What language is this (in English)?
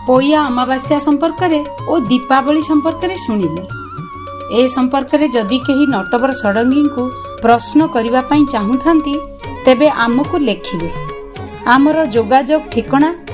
Odia